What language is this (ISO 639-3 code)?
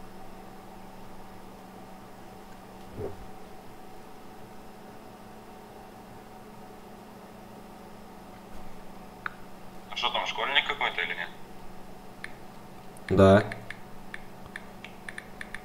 rus